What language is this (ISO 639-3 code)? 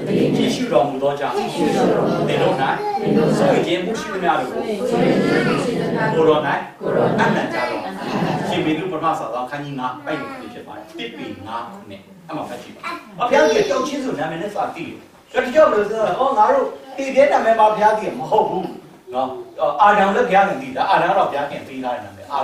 mya